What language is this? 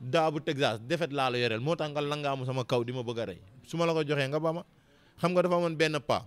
Wolof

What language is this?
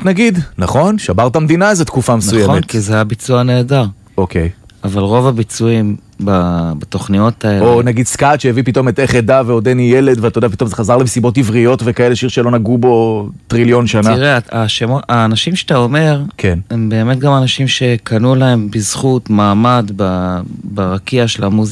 Hebrew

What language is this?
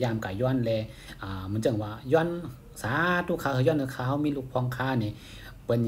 Shan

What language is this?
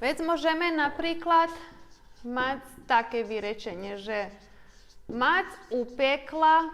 Rusyn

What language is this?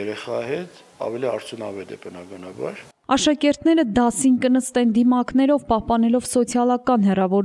Armenian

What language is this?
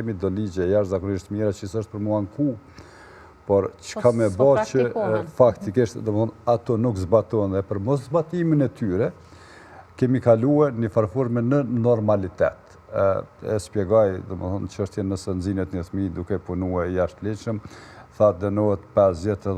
Albanian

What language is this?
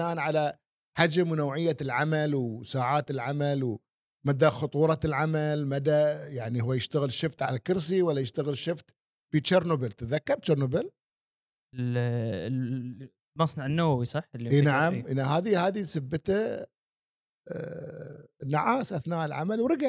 Gulf Arabic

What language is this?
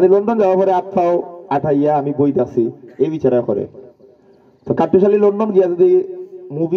Sylheti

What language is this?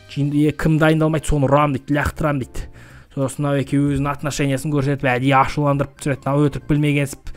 Kazakh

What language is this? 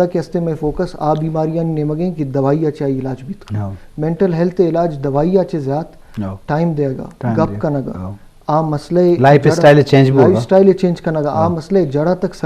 Eastern Balochi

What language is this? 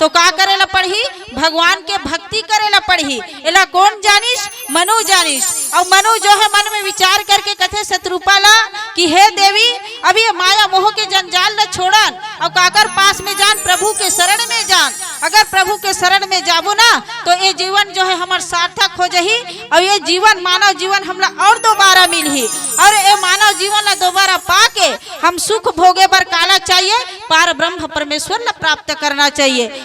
Chhattisgarhi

